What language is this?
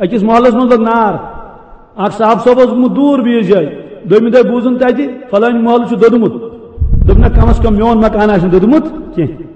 Kashmiri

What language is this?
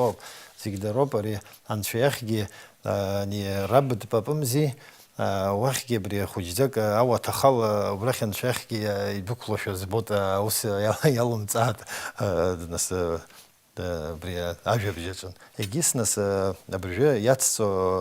Abkhazian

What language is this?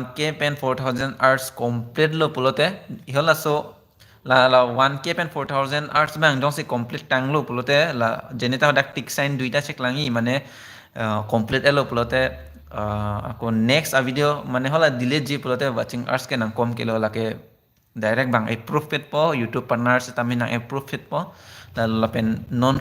Karbi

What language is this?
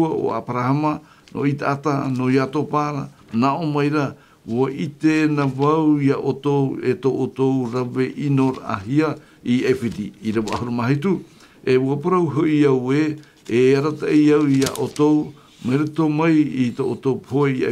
Tahitian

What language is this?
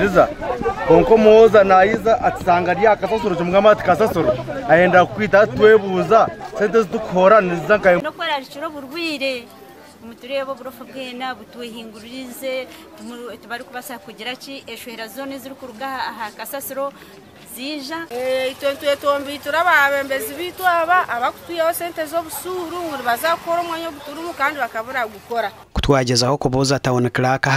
Nyankole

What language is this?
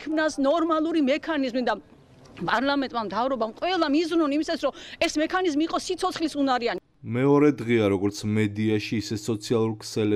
Georgian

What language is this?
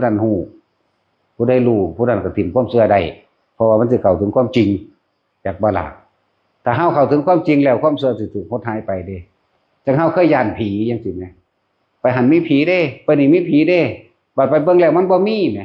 Northeastern Thai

